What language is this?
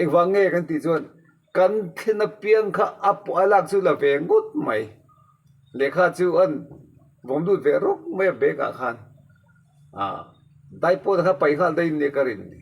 Mizo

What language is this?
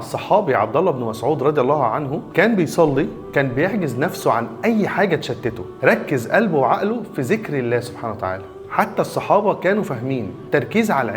Egyptian Arabic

